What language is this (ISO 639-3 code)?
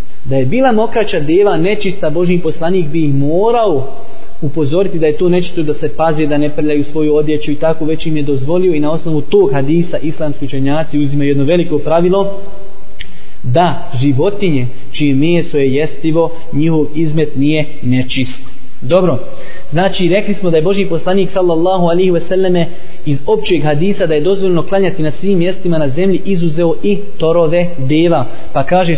bos